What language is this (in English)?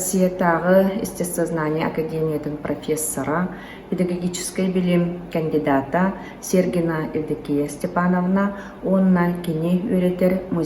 Yakut